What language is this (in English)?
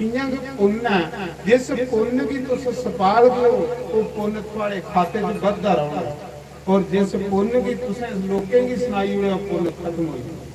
Dogri